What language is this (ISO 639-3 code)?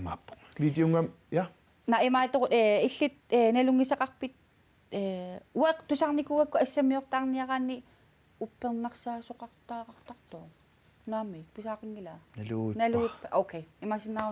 kal